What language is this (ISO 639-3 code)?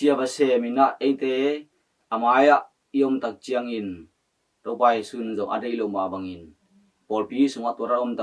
ctd